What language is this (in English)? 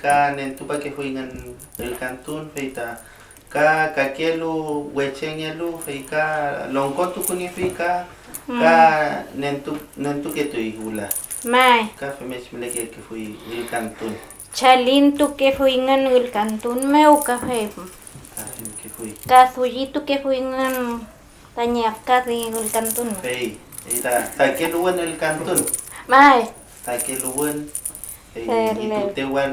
Mapuche